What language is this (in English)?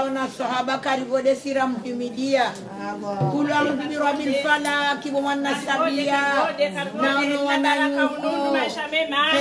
Swahili